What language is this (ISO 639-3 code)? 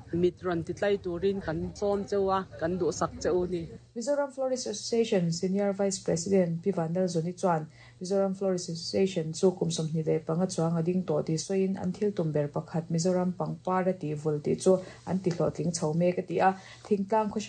lus